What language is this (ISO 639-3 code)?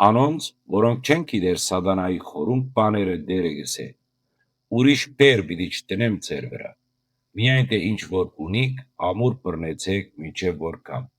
hyw